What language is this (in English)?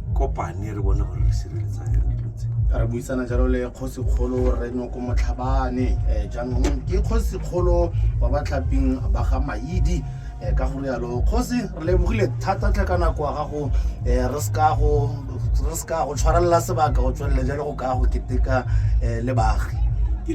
Tswana